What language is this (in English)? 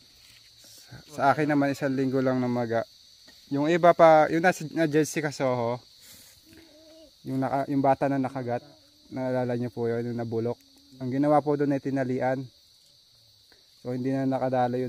Filipino